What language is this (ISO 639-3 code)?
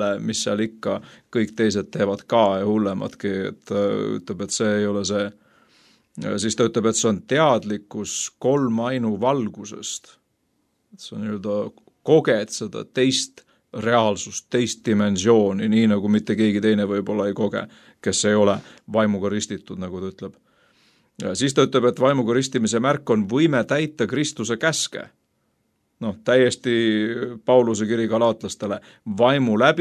est